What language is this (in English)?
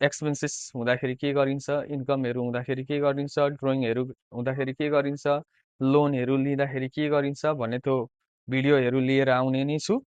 Nepali